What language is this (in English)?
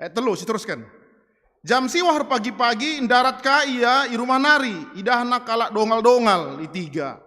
Batak Karo